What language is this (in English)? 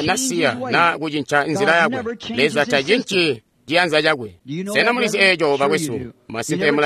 Tonga (Zambia)